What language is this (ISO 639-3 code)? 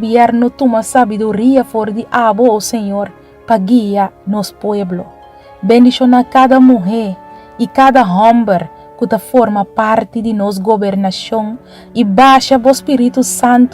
pap